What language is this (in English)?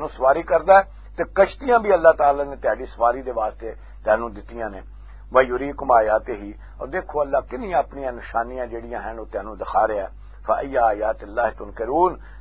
Western Panjabi